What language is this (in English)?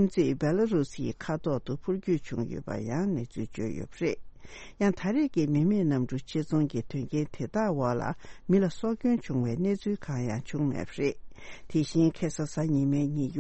Tibetan